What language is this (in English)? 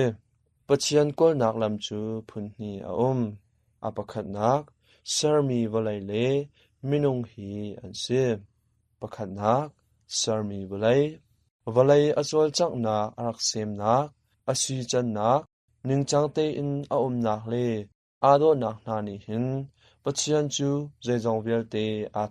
Hakha Chin